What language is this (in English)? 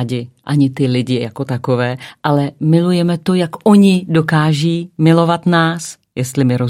Czech